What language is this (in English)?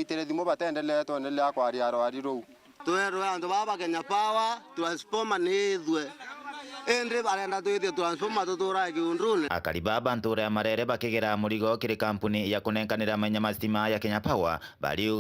Meru